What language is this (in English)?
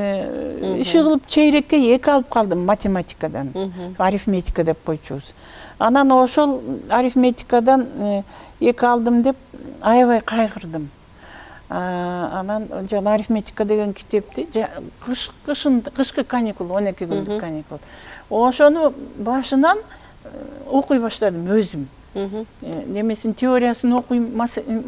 Kyrgyz